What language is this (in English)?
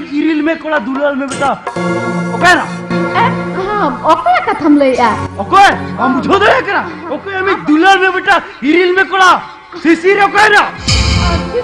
Santali